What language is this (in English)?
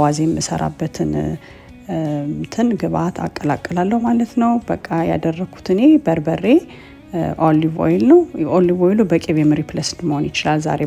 Amharic